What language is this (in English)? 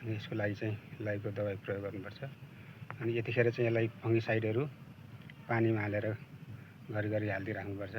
Nepali